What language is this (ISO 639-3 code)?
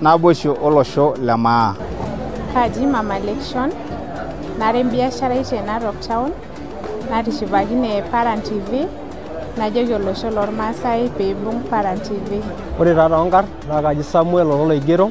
mas